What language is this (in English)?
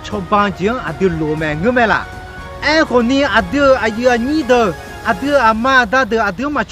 Akha